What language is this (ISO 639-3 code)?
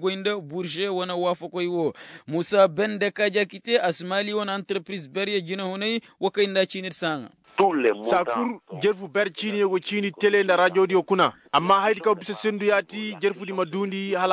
ses